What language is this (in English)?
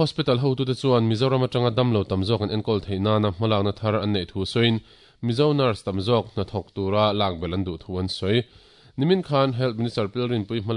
Mizo